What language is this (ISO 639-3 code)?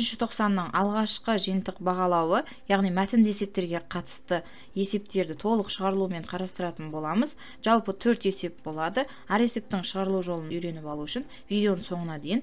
kaz